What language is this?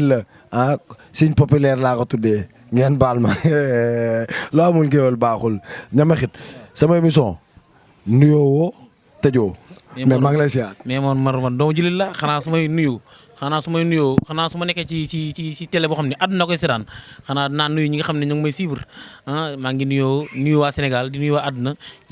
Wolof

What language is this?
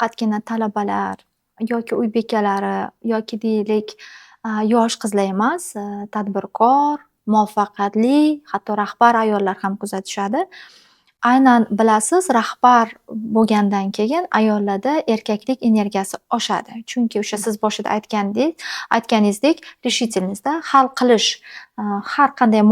Uzbek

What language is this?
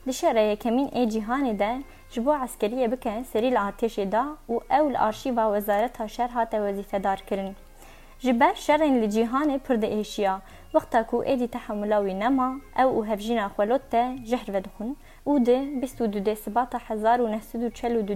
Kurdish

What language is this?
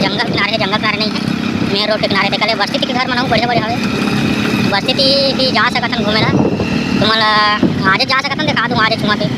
Chhattisgarhi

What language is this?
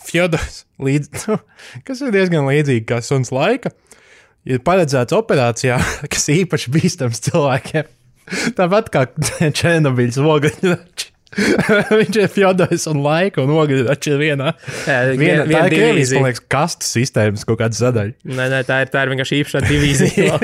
Latvian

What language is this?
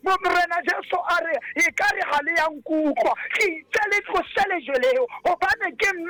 Southern Sotho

